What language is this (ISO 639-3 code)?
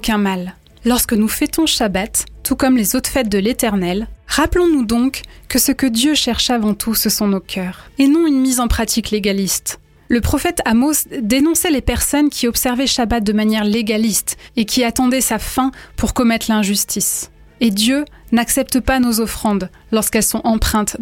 fra